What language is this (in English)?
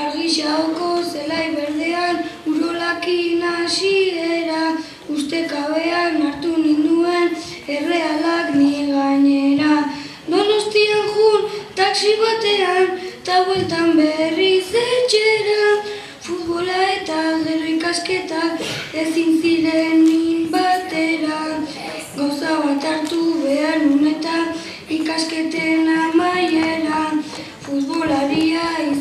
Basque